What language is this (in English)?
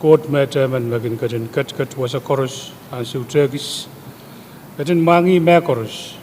Pohnpeian